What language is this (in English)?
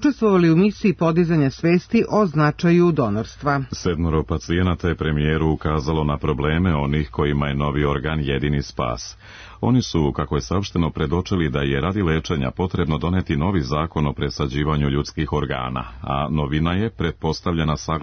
Serbian